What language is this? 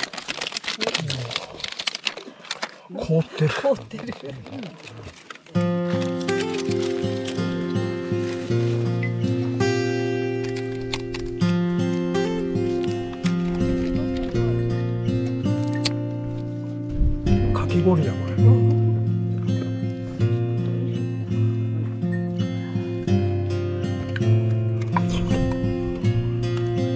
Japanese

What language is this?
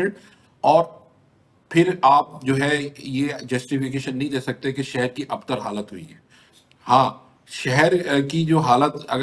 Urdu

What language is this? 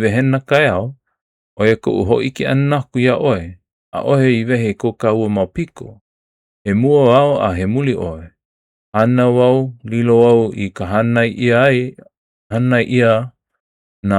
Hawaiian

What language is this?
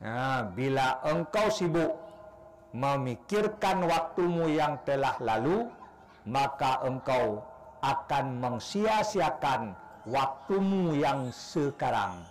Achinese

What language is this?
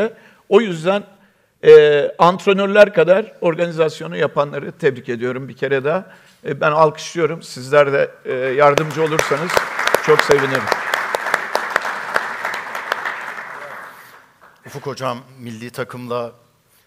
Turkish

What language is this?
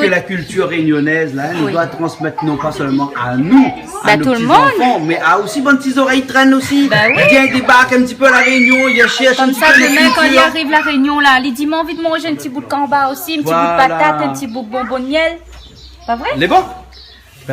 Réunion Creole French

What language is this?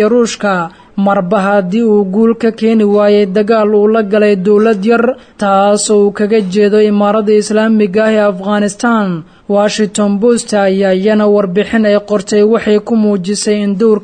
Somali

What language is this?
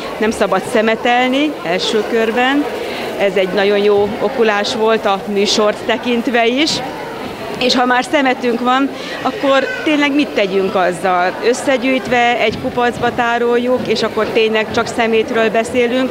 Hungarian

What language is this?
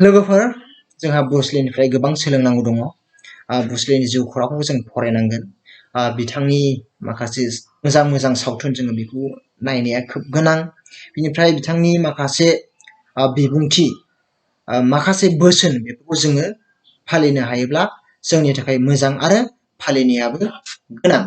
Bodo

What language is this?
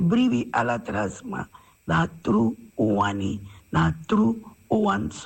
Sranan Tongo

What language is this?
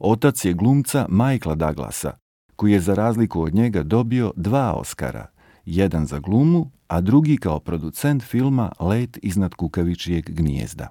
Serbian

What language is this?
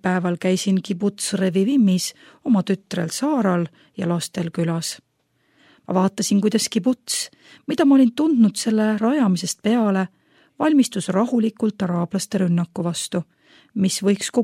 Estonian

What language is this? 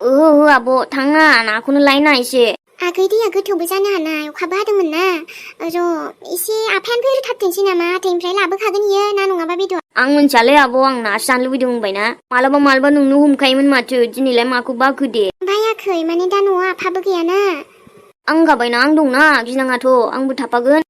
Bodo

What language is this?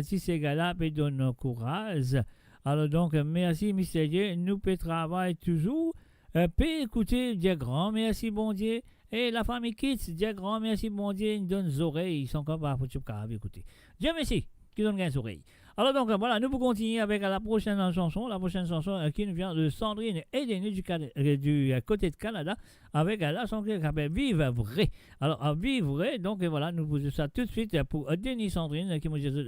Morisyen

